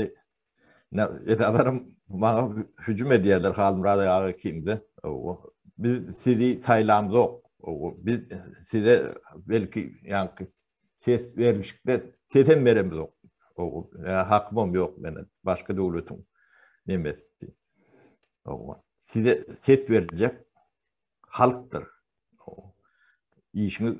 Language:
Turkmen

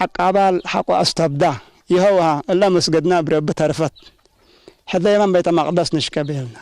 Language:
Tigre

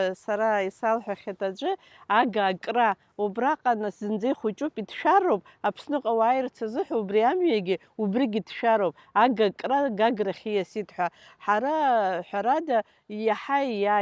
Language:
Abkhazian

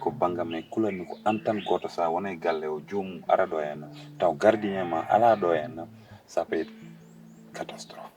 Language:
Fula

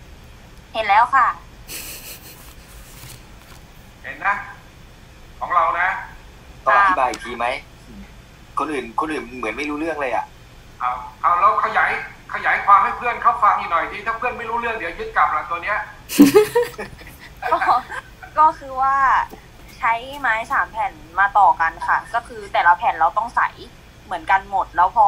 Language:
Thai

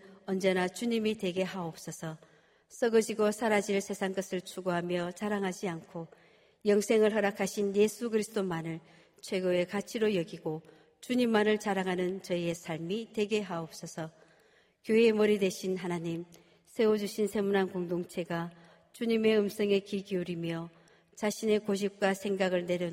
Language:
Korean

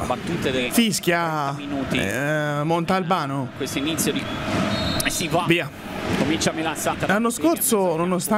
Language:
Italian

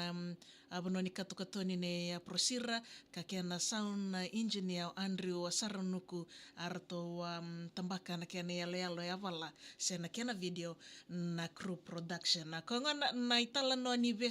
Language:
Fijian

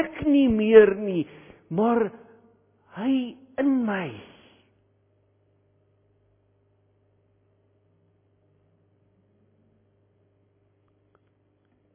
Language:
Afrikaans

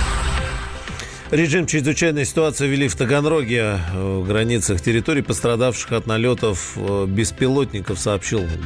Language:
Russian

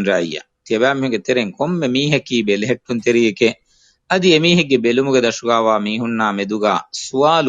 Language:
Divehi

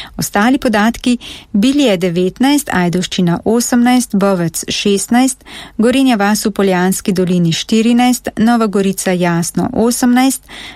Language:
Slovenian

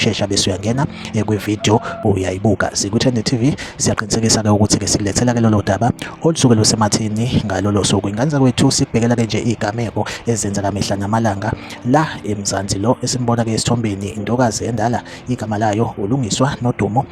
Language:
Zulu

